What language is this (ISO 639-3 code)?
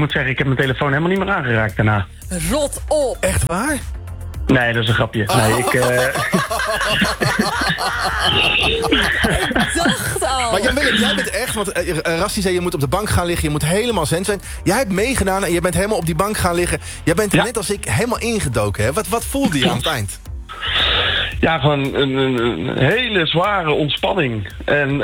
nld